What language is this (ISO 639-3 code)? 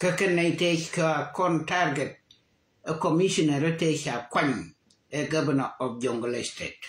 nus